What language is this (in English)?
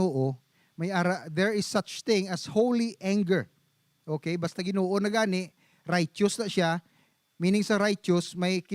Hiligaynon